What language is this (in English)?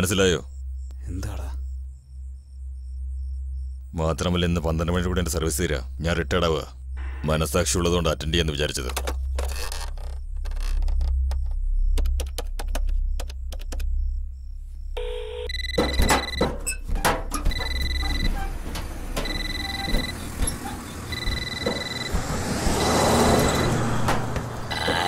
Malayalam